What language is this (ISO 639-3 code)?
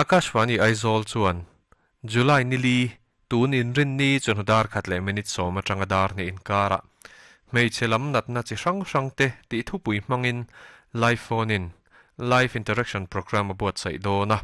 lus